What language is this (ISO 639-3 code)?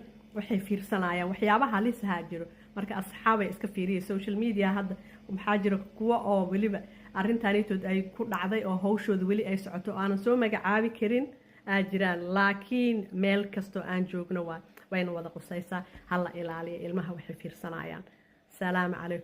som